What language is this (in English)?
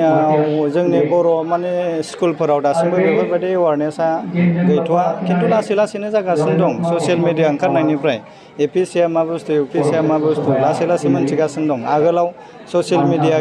Bodo